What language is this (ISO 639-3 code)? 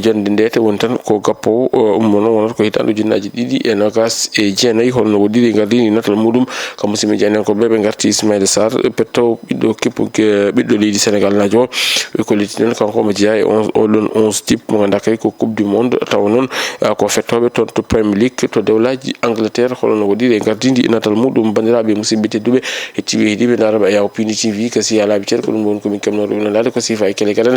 ful